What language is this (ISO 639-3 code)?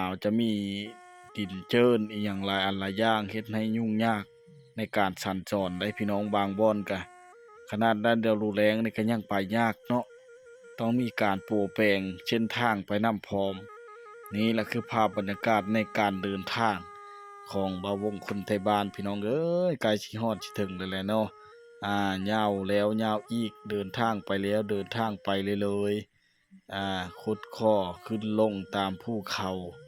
lao